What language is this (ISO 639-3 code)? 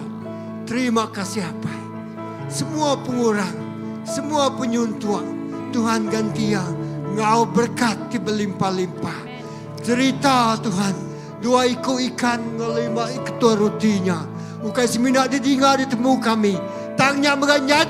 iba